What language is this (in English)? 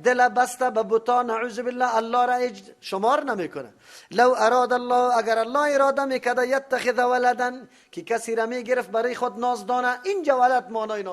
Persian